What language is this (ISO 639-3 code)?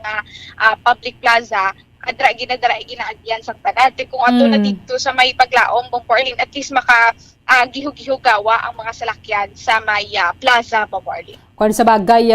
hil